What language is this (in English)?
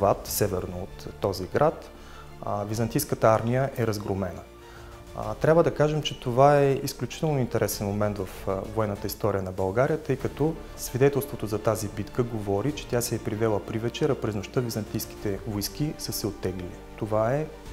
Bulgarian